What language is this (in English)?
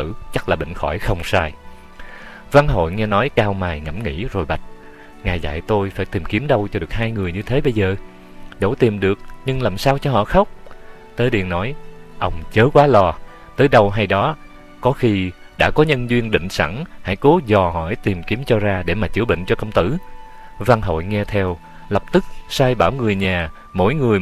Vietnamese